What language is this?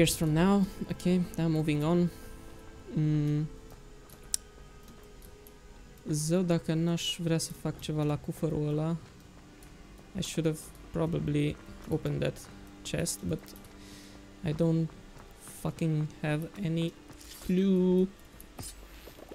Romanian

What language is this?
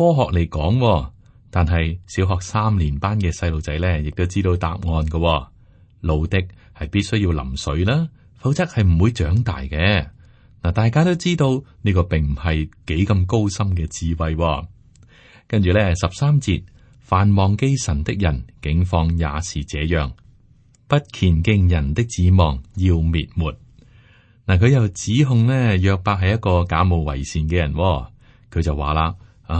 Cantonese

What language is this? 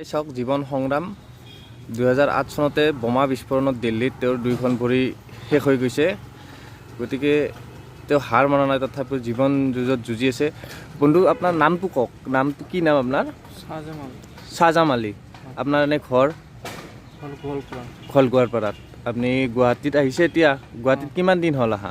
Assamese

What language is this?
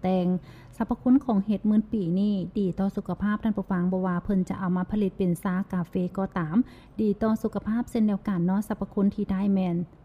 Lao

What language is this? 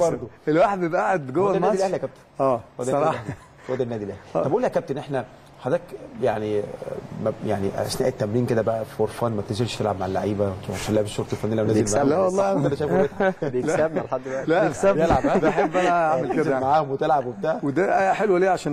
Egyptian Arabic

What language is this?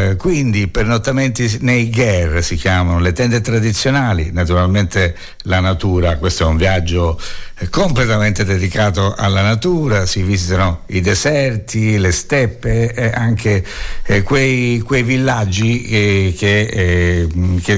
Italian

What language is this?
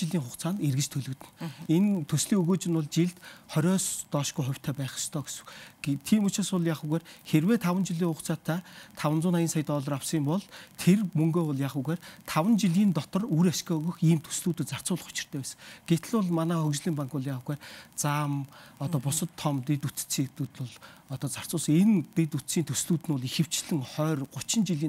Mongolian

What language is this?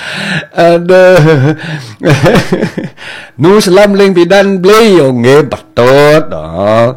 Balinese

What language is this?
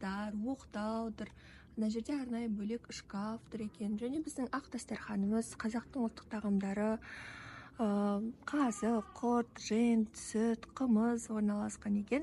Kazakh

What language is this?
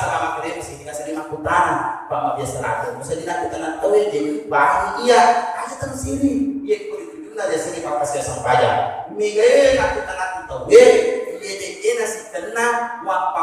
Buginese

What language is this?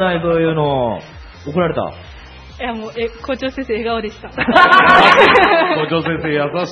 Japanese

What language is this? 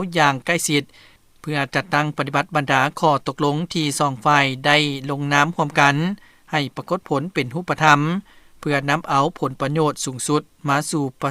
Lao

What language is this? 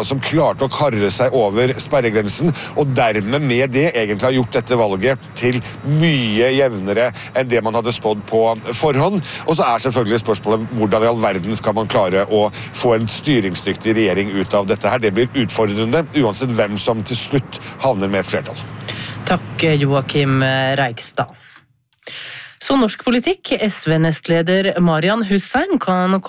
Norwegian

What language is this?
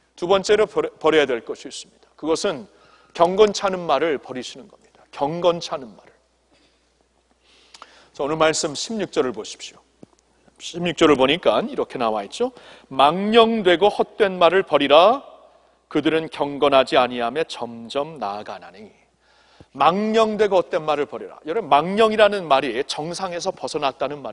Korean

